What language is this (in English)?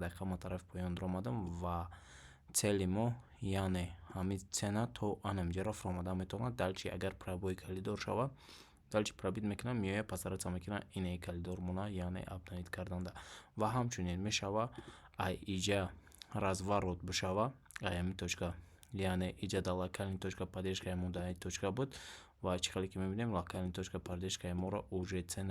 Tajik